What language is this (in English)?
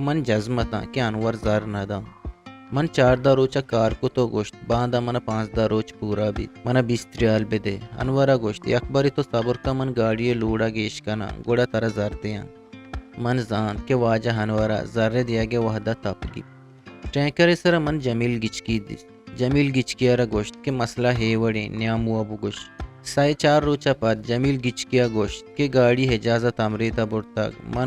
Eastern Balochi